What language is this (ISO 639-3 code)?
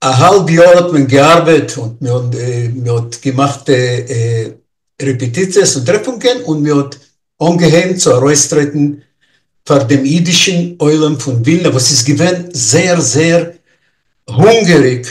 yid